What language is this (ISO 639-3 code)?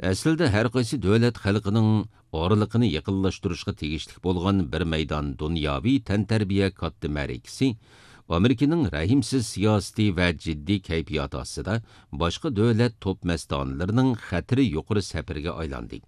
uig